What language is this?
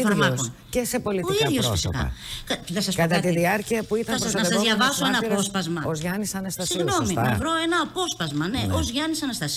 Greek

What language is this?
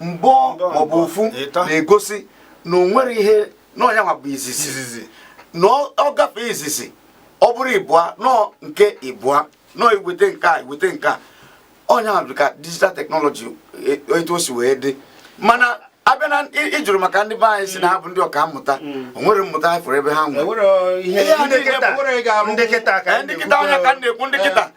Igbo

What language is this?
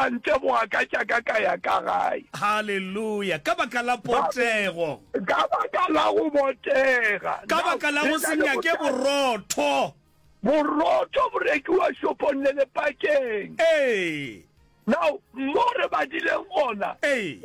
Northern Sotho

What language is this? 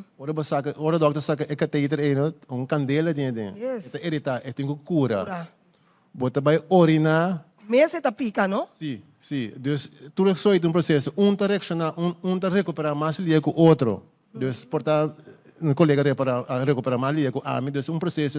Papiamento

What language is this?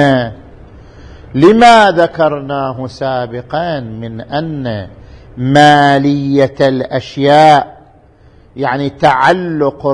Arabic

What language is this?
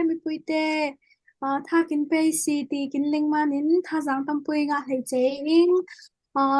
Falam Chin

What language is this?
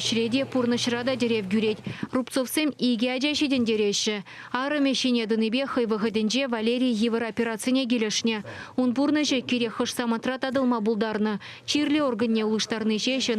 Chuvash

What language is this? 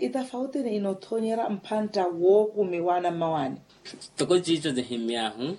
Makhuwa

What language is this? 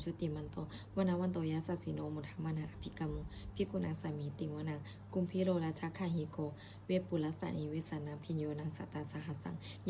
Pali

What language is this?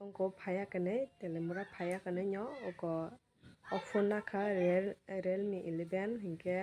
Kok Borok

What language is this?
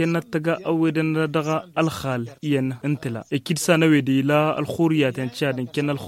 Tamasheq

